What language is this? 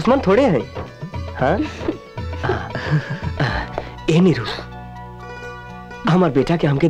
Bhojpuri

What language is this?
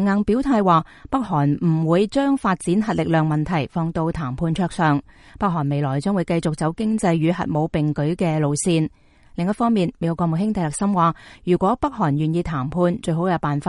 Cantonese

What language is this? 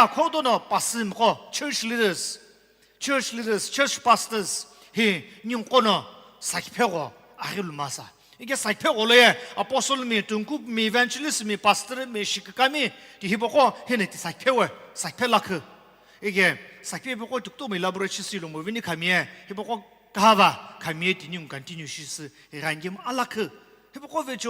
Sumi Naga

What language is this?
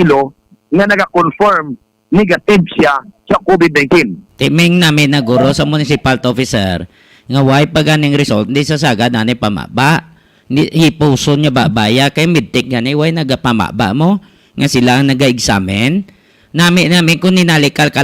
Hiligaynon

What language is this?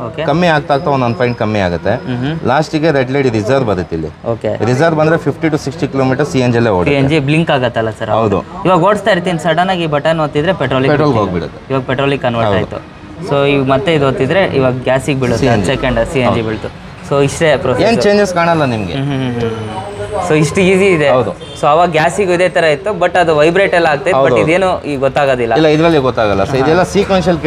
Kannada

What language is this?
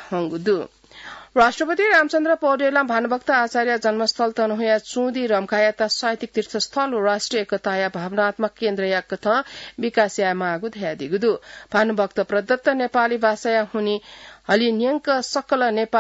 Newari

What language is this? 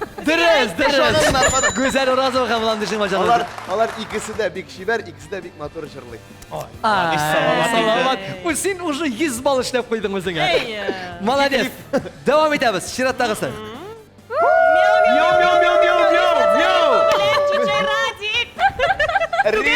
Tatar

